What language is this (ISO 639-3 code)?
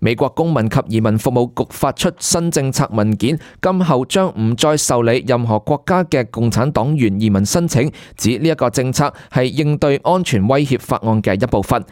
yue